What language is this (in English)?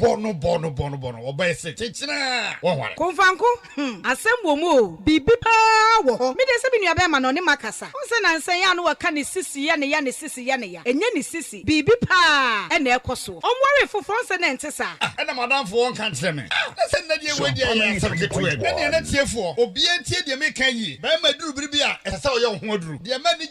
Akan